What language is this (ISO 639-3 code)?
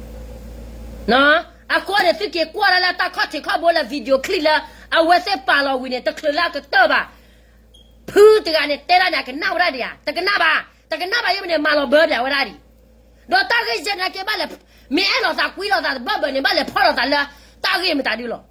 ksw